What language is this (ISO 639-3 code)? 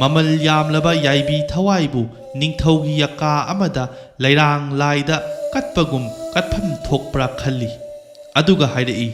mni